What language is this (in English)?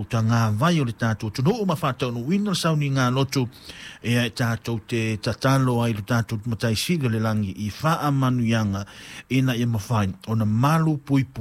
Samoan